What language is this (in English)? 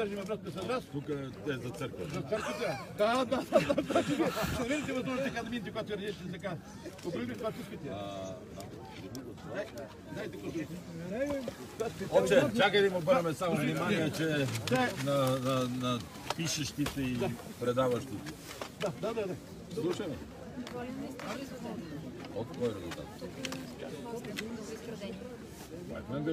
Bulgarian